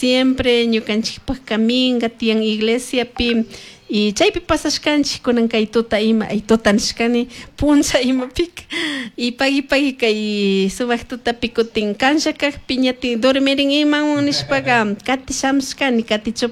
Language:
Chimborazo Highland Quichua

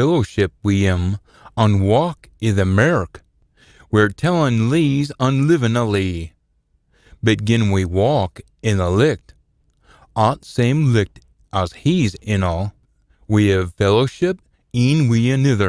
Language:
Scots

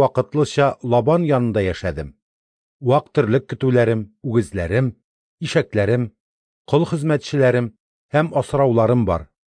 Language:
Tatar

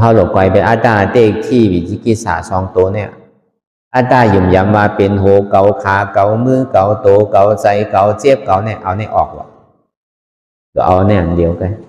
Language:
Shan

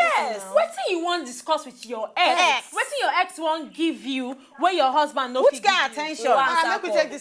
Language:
Nigerian Pidgin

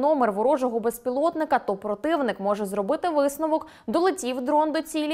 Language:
Ukrainian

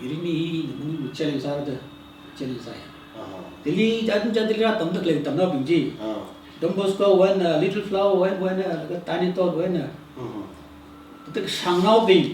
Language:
Tangkhul Naga (India)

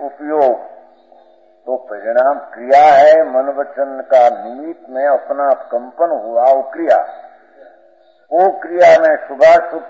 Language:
Hindi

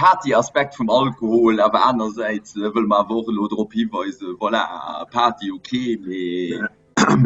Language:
Luxembourgish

